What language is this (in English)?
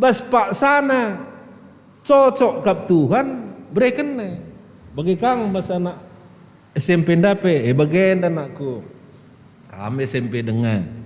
Batak Karo